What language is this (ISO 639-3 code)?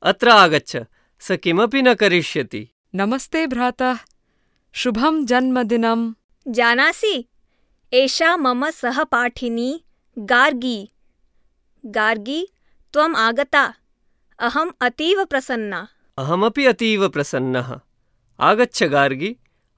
san